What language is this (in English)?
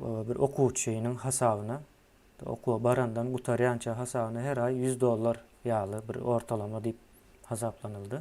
Turkmen